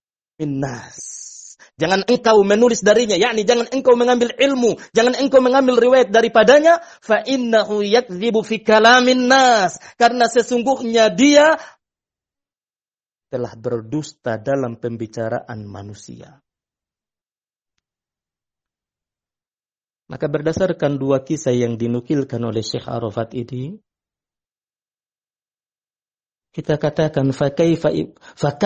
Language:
Indonesian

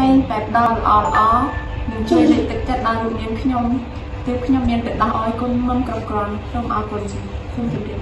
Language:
Khmer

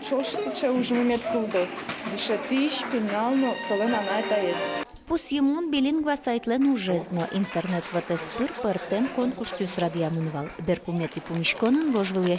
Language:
Udmurt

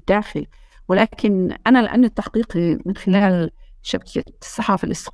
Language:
North Levantine Arabic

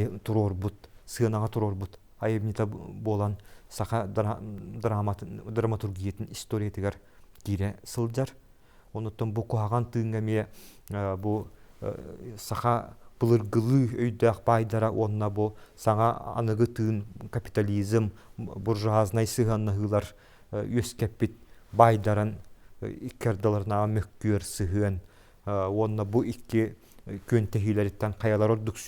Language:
Yakut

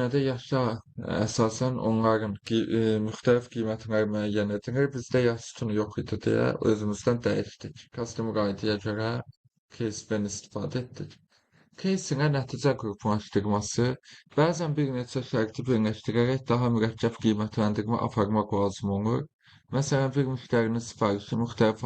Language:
Azerbaijani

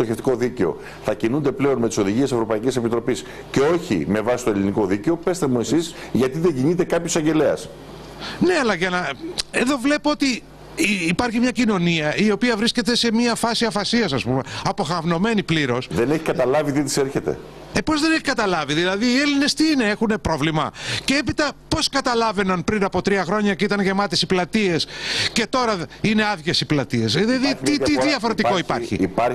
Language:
Greek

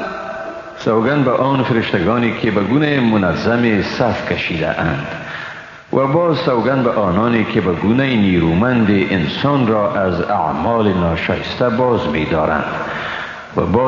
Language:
Persian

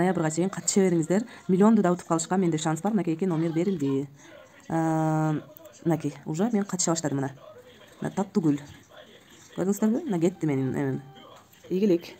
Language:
Kyrgyz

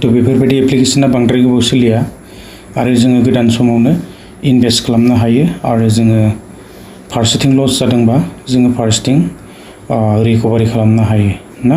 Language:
Bodo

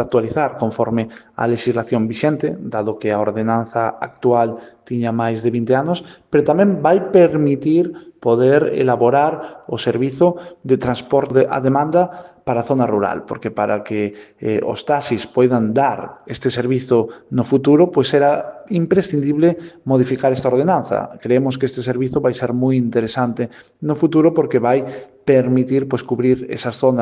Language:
Galician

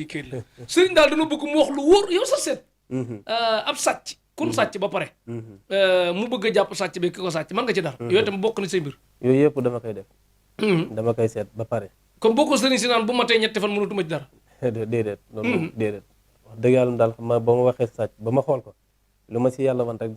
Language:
Wolof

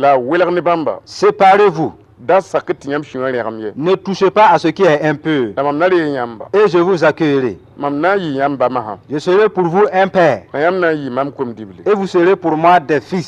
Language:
Mossi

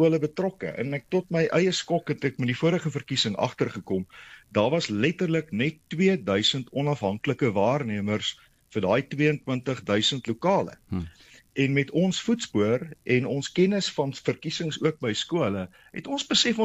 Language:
Afrikaans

